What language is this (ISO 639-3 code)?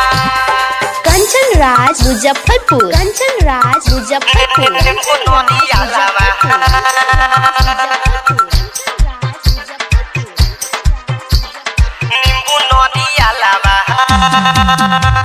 bho